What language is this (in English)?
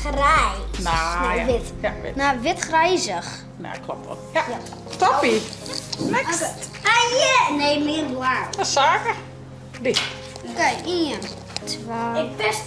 Western Frisian